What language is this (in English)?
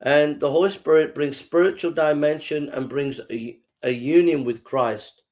English